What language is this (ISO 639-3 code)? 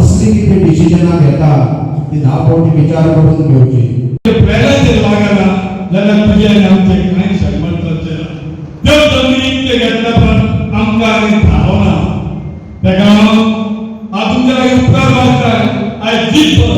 kok